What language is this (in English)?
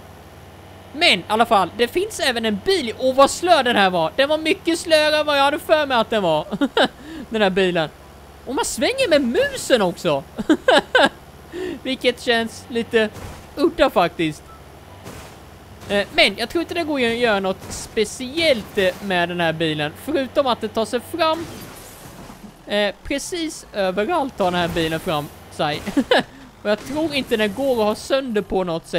Swedish